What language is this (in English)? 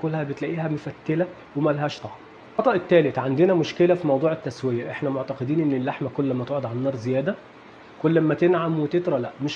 Egyptian Arabic